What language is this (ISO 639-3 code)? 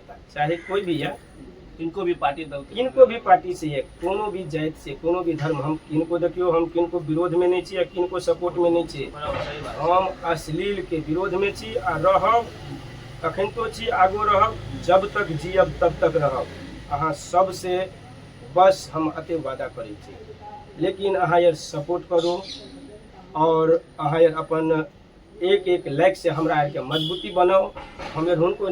mai